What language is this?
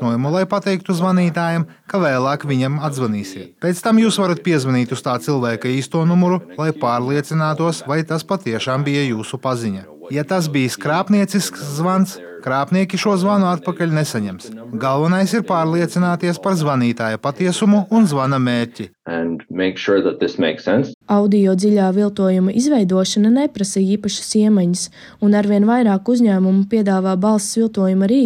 Latvian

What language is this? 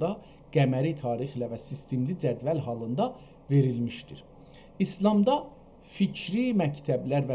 South Azerbaijani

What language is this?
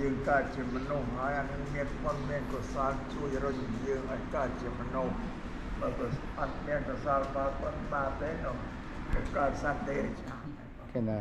Khmer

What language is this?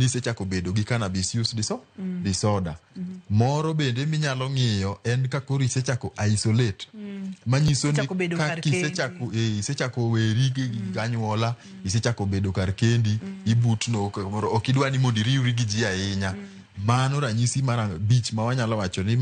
Luo (Kenya and Tanzania)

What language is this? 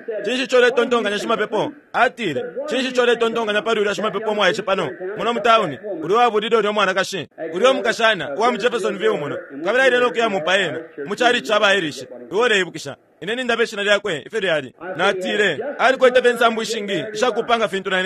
Bemba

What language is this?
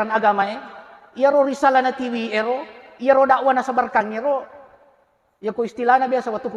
Buginese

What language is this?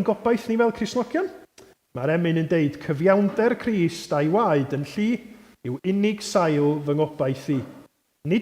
Welsh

